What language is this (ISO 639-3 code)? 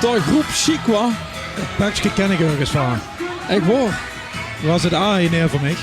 lim